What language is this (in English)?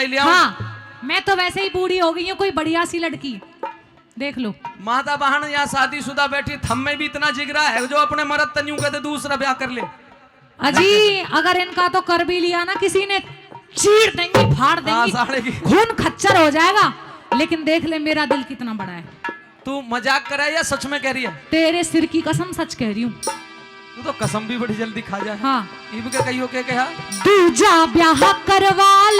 Haryanvi